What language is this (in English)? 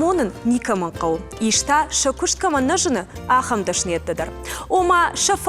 Ossetic